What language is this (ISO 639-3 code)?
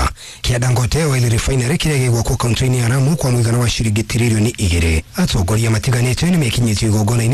kik